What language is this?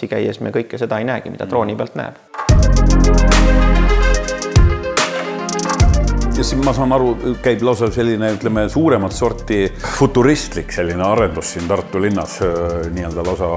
Estonian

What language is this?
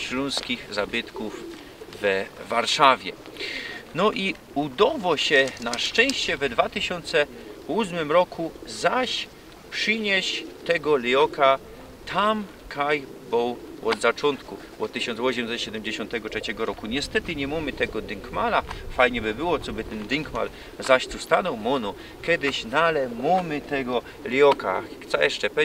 Silesian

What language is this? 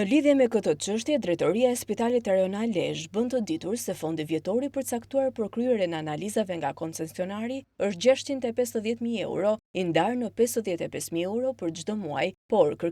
Albanian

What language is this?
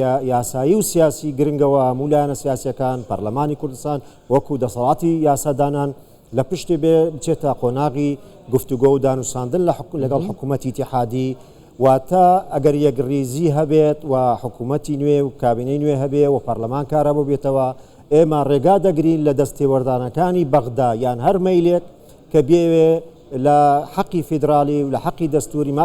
Central Kurdish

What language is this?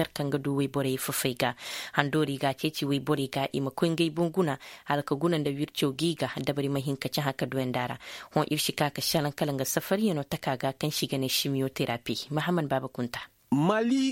Koyraboro Senni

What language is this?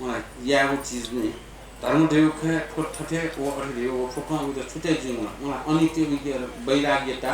Newari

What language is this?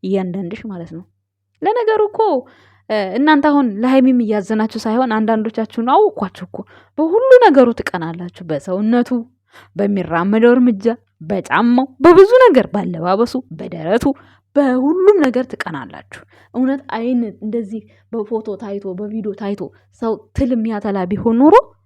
Amharic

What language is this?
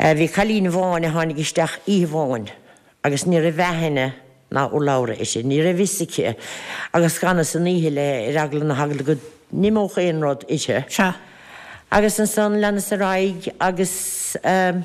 Irish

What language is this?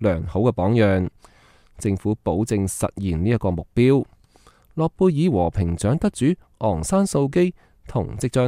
Cantonese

